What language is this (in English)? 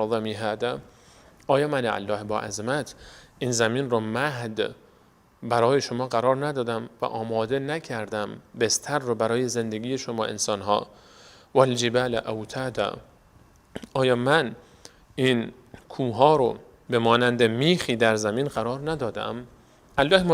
Persian